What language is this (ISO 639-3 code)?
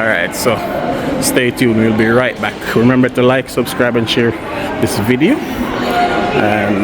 jam